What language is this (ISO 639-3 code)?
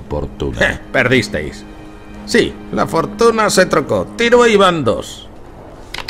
spa